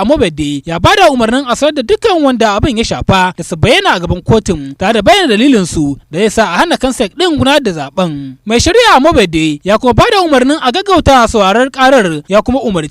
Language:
Hausa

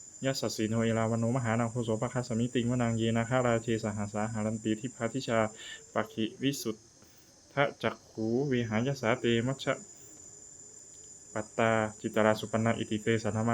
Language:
Pali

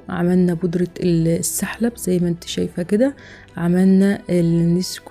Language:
Egyptian Arabic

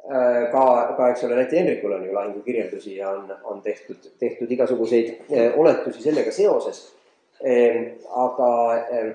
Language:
Estonian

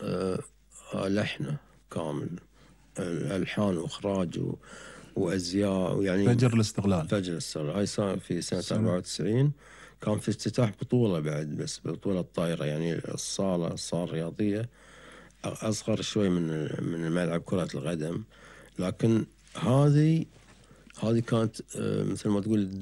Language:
Gulf Arabic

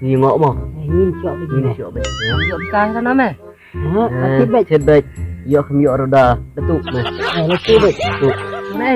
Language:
Khasi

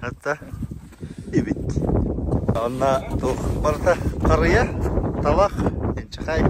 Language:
Yakut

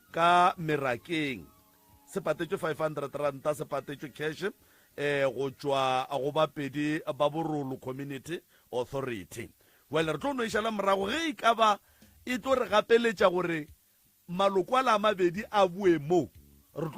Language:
Northern Sotho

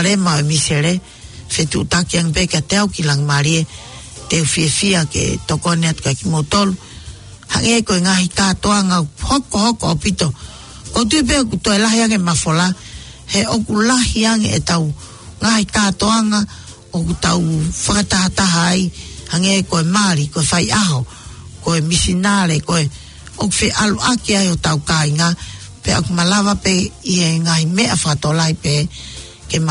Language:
Tongan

